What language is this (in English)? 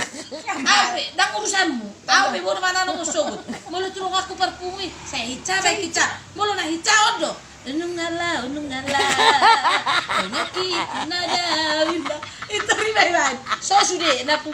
Batak Toba